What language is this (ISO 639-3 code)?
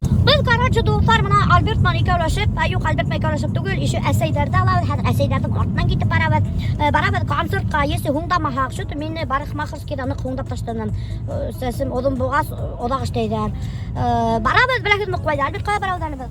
bak